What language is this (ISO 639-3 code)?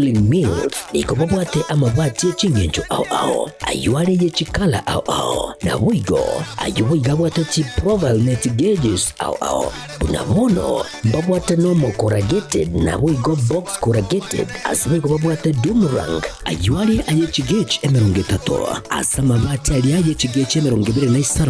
guz